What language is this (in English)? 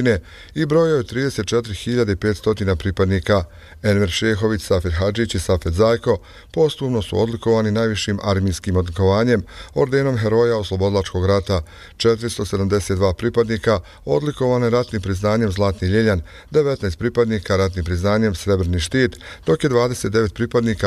Bosnian